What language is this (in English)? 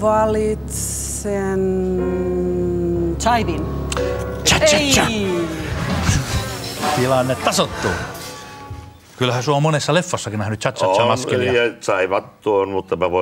Finnish